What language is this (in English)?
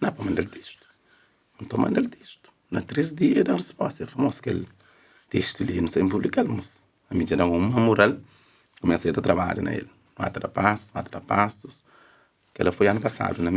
Kabuverdianu